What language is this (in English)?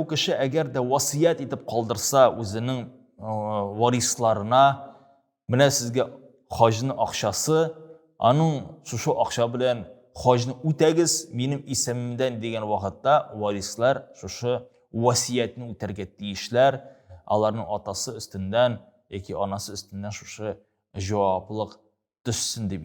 Tatar